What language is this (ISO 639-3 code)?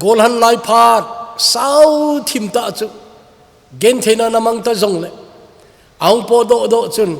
tcz